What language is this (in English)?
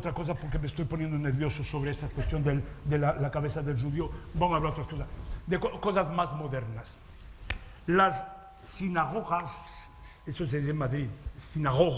Ladino